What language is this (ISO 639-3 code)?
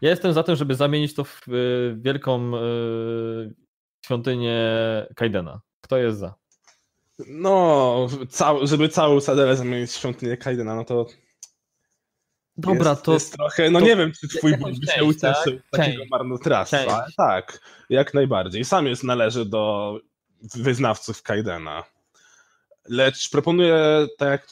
pol